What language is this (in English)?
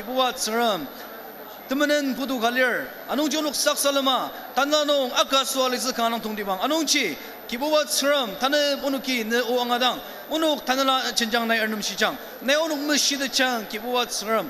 Ao Naga